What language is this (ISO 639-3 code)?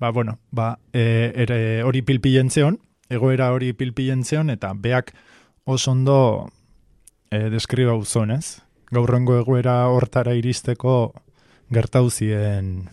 eus